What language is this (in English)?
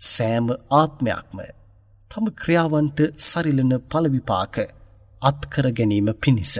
Sinhala